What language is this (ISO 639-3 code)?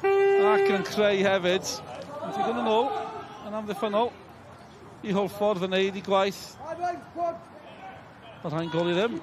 cym